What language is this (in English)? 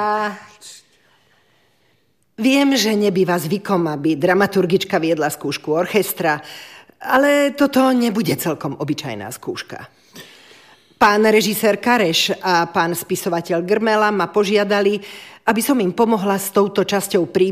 Slovak